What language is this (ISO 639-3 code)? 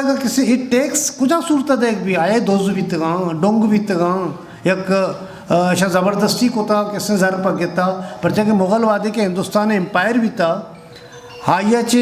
bgp